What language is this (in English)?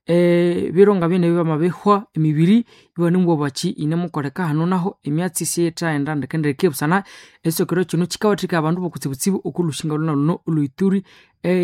Nande